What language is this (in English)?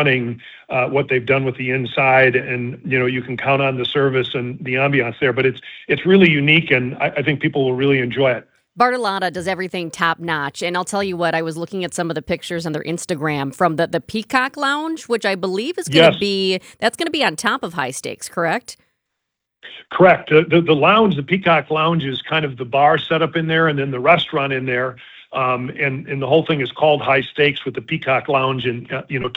English